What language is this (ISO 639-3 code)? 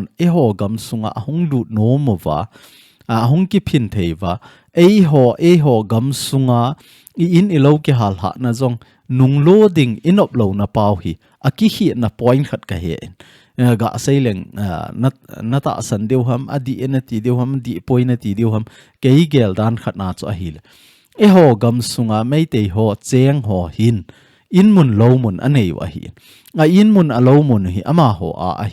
tcz